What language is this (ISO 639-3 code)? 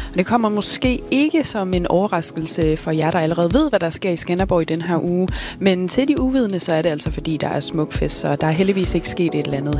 dan